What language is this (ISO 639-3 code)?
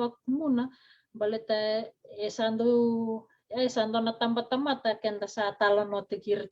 fij